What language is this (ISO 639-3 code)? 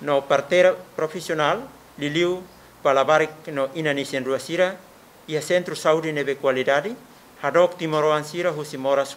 tet